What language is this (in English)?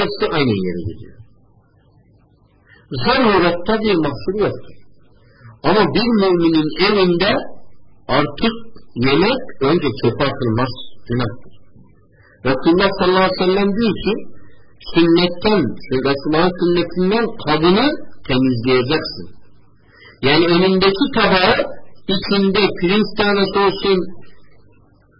Turkish